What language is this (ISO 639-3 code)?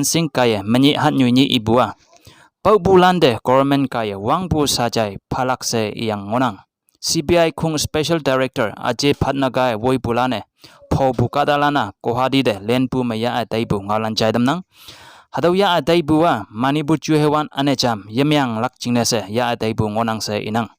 nbe